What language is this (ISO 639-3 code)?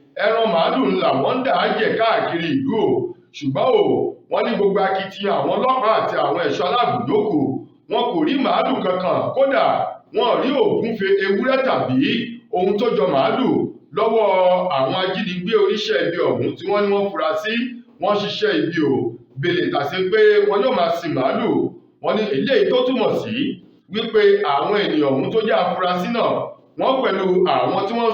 yor